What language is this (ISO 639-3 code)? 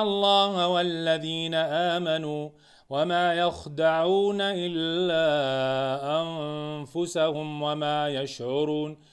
ara